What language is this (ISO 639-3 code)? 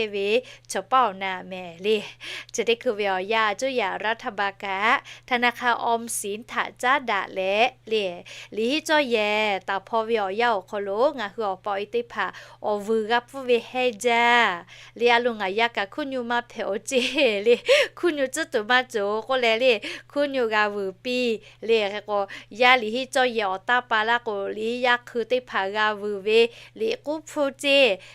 lhu